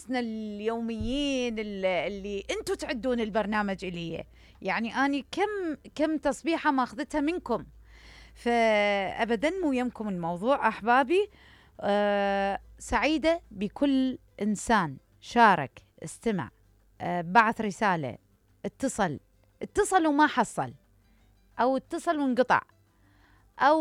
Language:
Mesopotamian Arabic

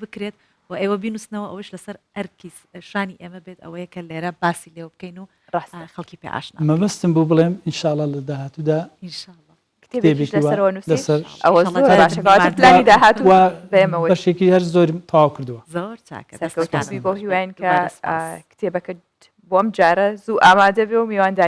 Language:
Central Kurdish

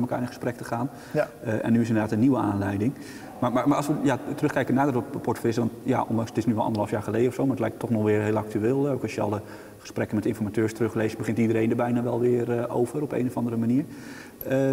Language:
Dutch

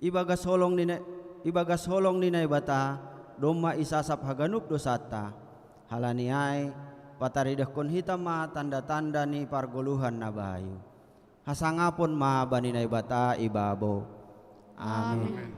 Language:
Batak Simalungun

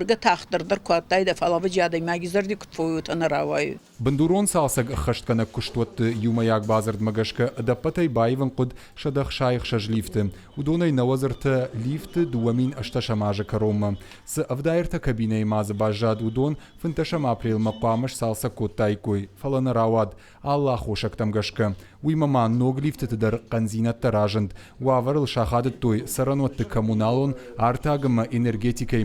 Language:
Ossetic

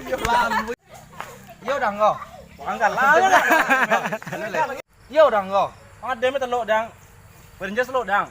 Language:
Minangkabau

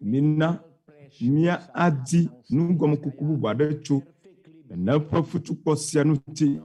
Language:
Ewe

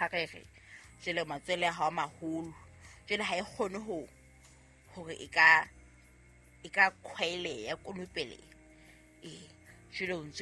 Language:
Southern Sotho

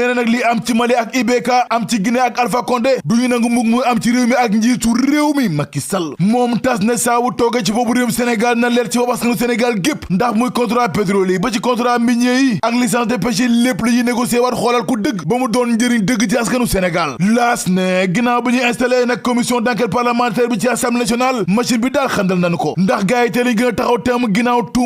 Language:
Wolof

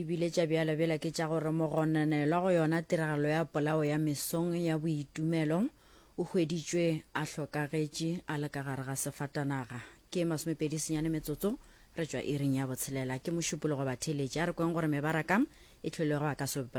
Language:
Northern Sotho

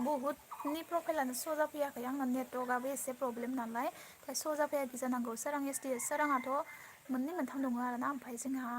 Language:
Bodo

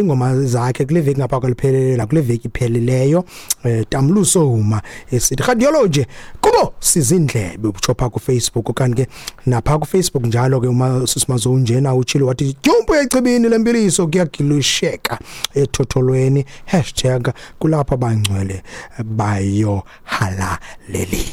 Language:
Xhosa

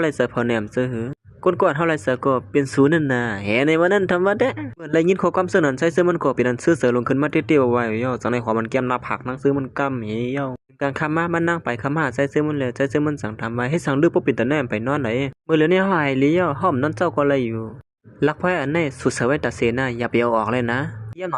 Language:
Shan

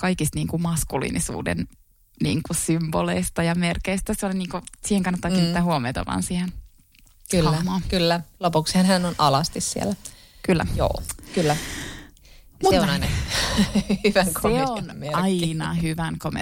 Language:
Finnish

